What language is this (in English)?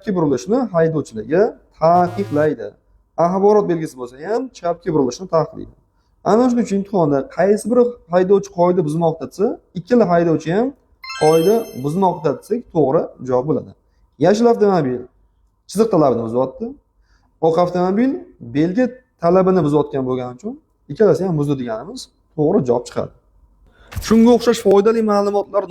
Uzbek